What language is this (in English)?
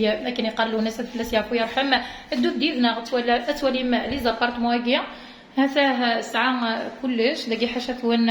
Kabyle